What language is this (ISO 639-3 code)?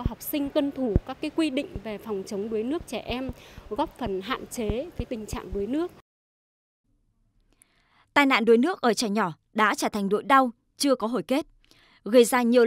vie